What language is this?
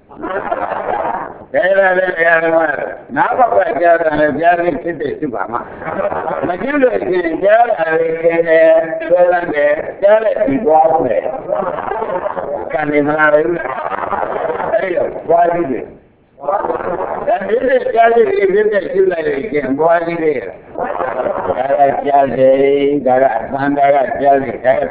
Burmese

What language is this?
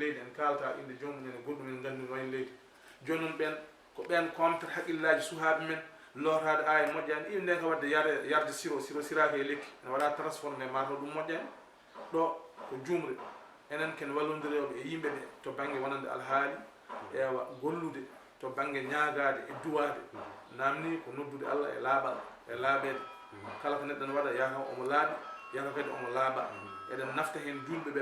Fula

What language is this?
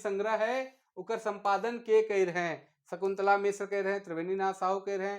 Sadri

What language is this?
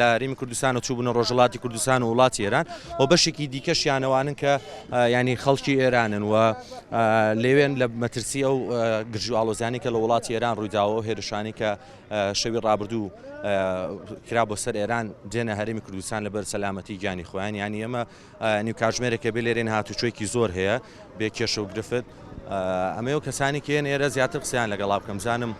Central Kurdish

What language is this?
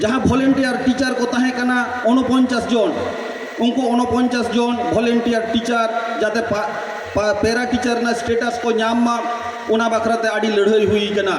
Santali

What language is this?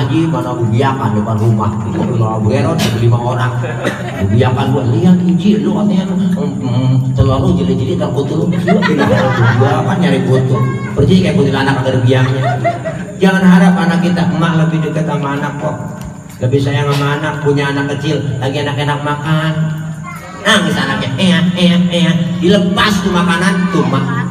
Betawi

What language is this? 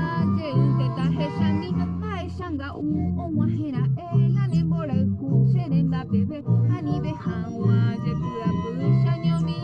Guarani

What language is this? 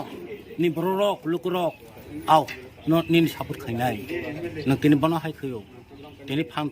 Kok Borok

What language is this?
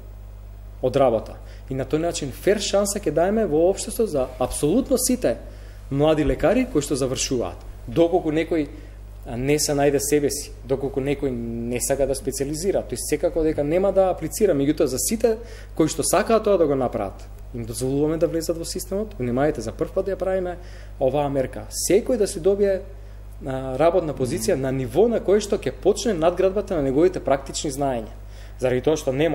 Macedonian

